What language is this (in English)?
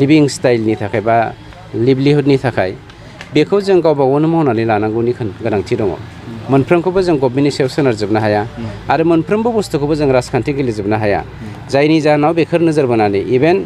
Bodo